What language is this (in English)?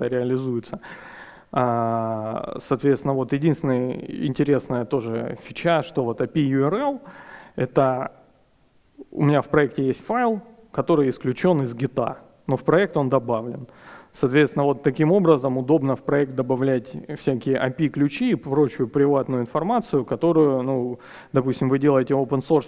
Russian